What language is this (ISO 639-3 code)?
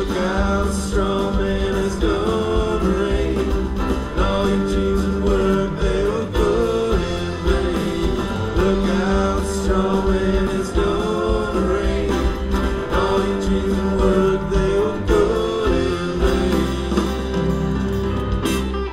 eng